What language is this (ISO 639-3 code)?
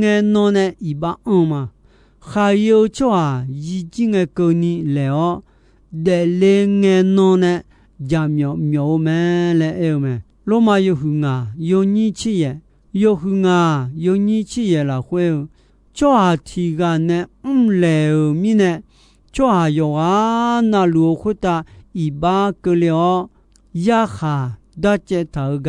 ahk